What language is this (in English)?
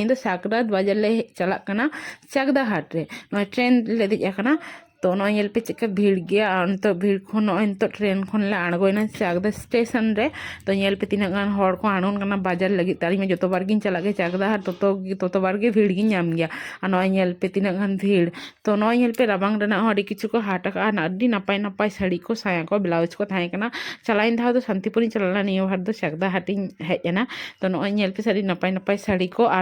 Santali